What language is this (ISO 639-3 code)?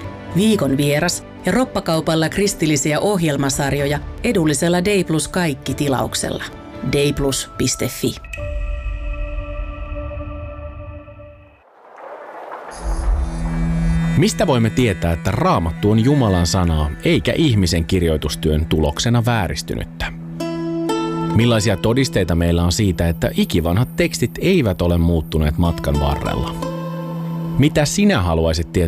fin